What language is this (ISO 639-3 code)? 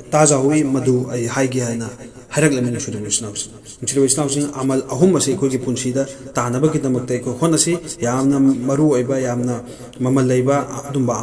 mni